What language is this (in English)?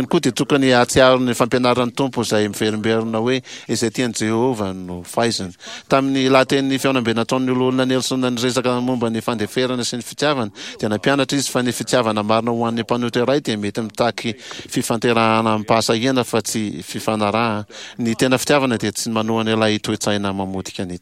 Malagasy